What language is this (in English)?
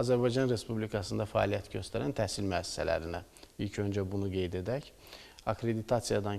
Azerbaijani